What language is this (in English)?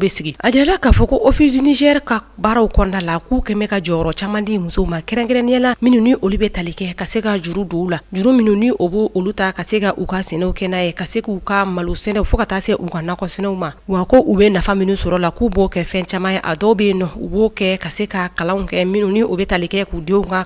Bambara